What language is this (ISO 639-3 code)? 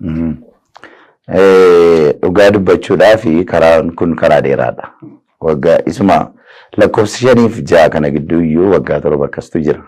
orm